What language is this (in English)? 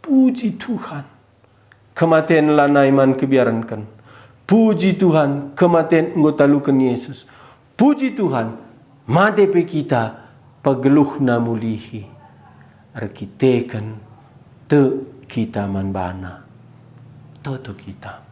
Batak Karo